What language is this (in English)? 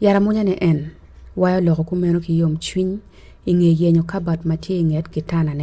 Acoli